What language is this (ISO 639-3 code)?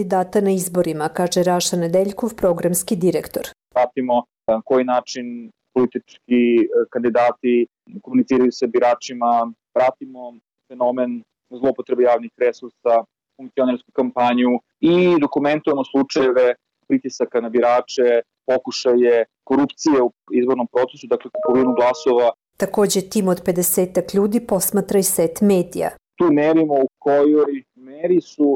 srp